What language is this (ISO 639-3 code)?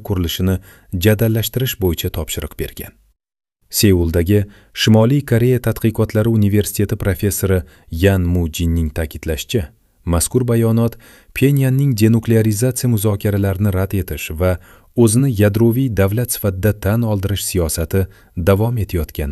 uzb